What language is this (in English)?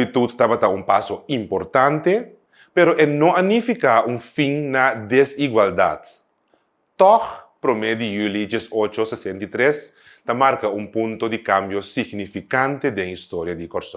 Papiamento